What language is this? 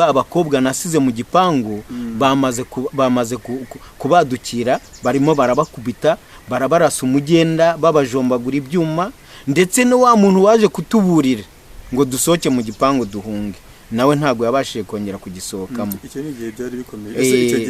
Kinyarwanda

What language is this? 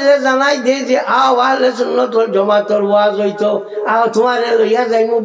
Sylheti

